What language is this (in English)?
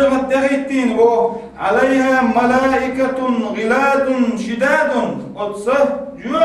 Chechen